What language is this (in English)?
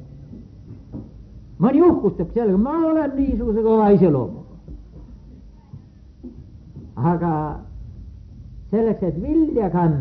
Estonian